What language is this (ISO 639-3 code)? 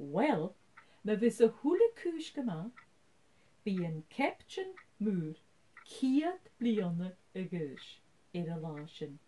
gla